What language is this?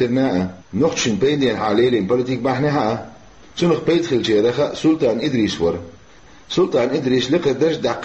Chechen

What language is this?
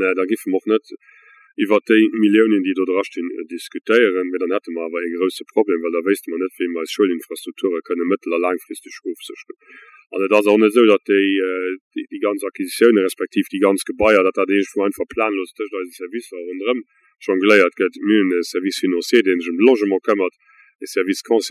Luxembourgish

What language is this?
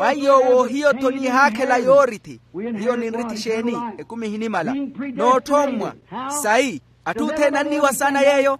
Makhuwa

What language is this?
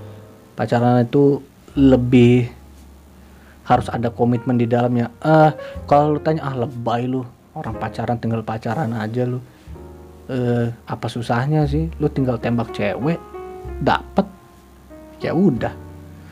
Indonesian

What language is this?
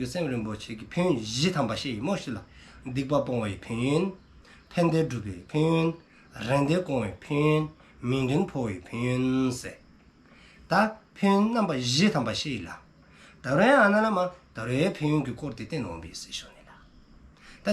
Dzongkha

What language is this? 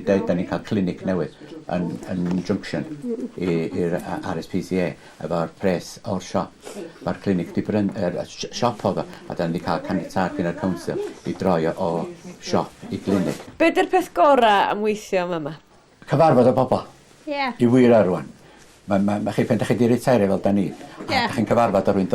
Welsh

